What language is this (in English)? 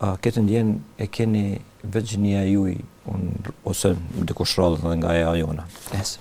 Albanian